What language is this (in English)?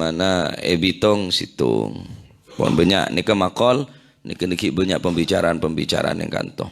Madurese